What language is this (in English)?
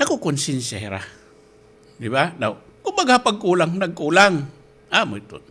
Waray